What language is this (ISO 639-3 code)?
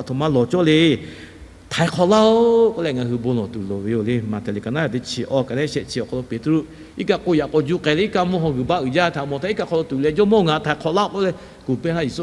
lhu